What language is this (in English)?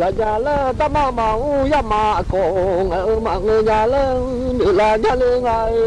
Akha